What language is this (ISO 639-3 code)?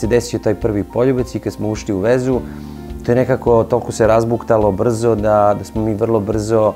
srp